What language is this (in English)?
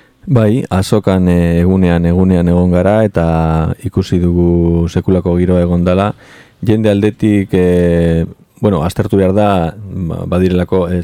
Basque